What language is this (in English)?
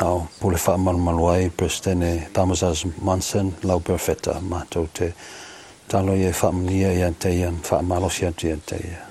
Samoan